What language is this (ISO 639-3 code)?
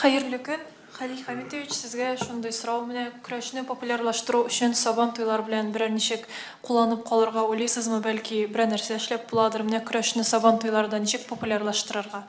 tat